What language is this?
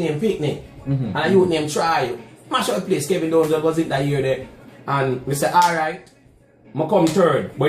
Jamaican Creole English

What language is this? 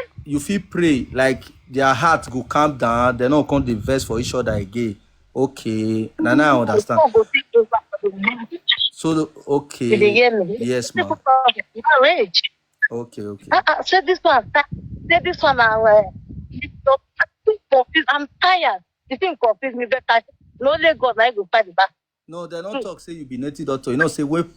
Nigerian Pidgin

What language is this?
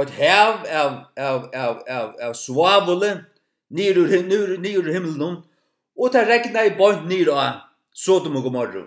Faroese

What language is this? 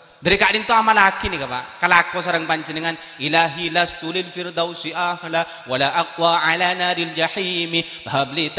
Madurese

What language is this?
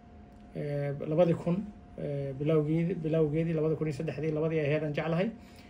Somali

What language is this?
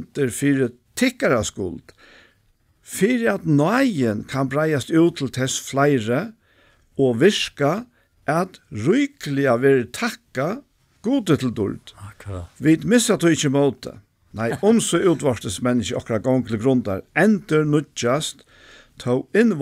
Faroese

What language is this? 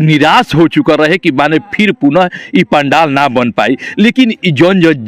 Bhojpuri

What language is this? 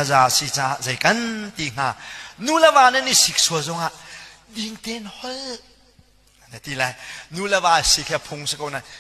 Hakha Chin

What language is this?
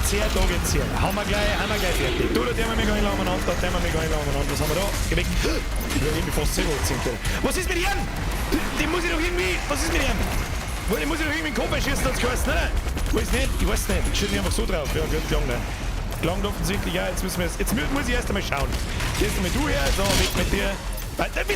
Bavarian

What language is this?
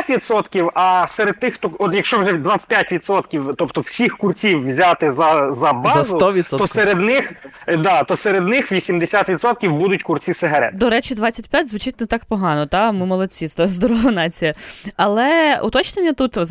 Ukrainian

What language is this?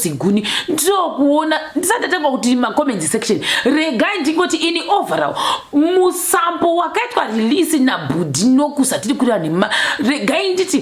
Shona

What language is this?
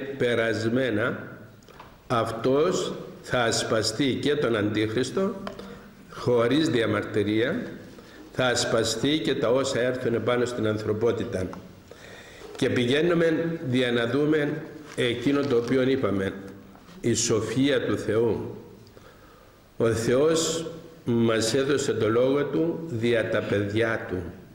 Greek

